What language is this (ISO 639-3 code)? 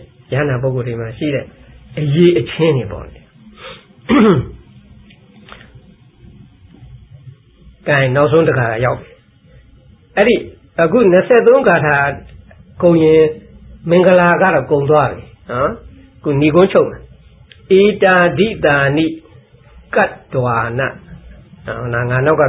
mya